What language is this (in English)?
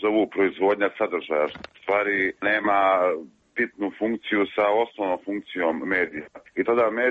Serbian